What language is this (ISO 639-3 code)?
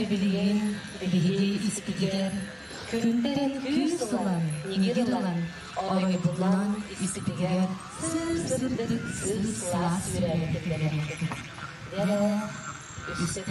sah